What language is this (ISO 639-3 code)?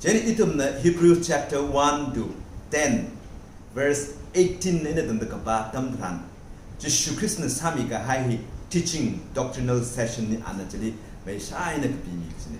nmf